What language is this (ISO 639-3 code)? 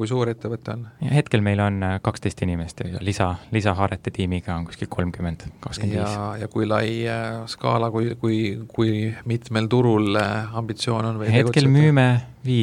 est